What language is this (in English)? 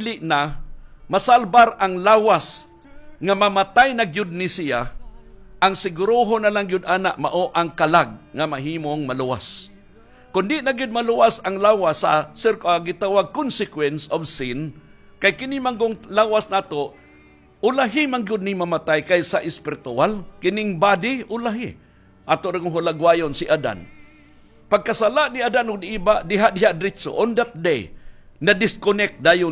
Cebuano